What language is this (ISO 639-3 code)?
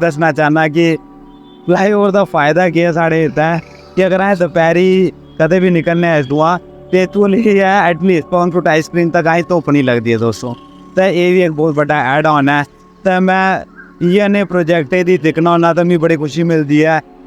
doi